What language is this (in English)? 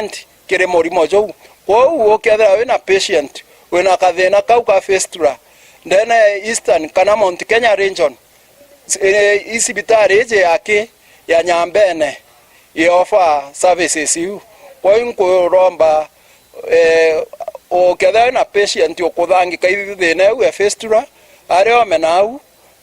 Meru